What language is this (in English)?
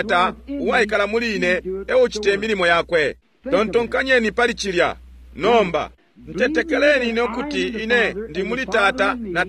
Bemba